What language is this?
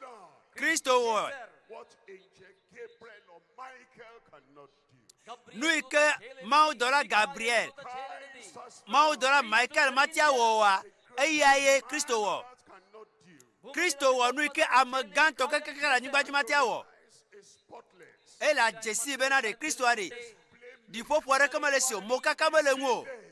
Ewe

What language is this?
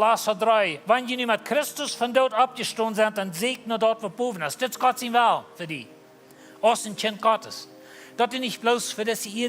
Plautdietsch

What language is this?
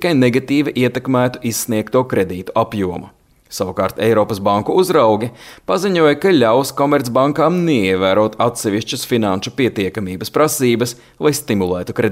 Latvian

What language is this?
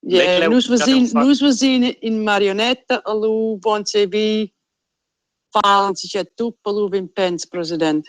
Romansh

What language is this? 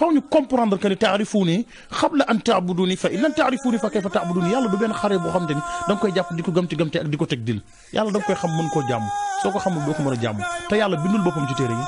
Wolof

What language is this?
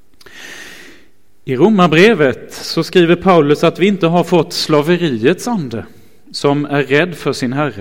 Swedish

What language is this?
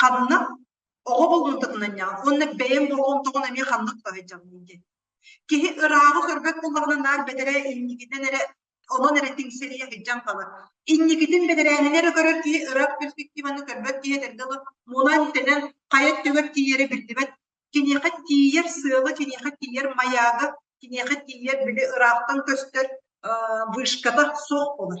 Yakut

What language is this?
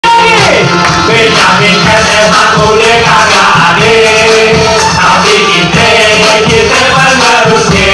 Betawi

